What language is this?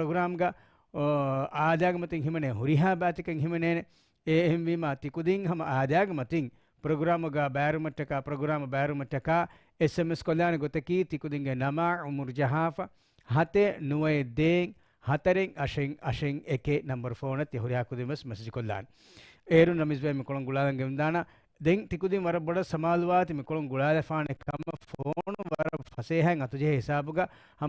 Divehi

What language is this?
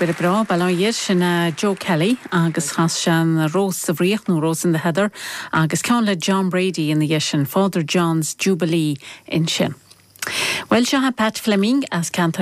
Irish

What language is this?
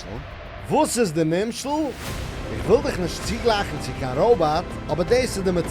Yiddish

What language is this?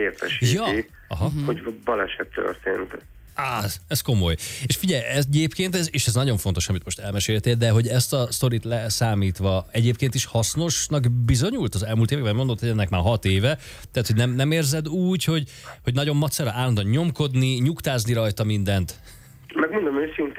Hungarian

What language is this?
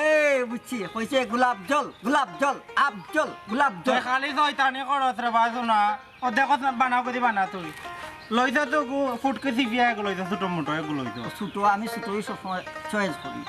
Sylheti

